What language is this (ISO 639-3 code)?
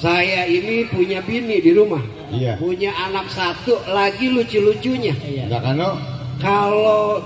bew